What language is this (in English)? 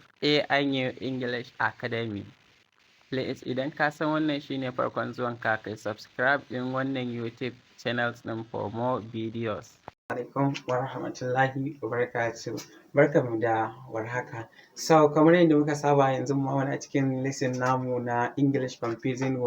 Hausa